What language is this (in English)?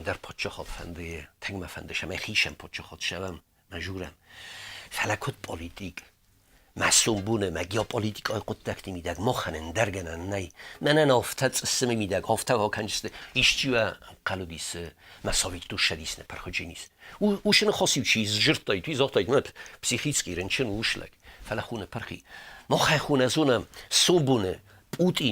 Ossetic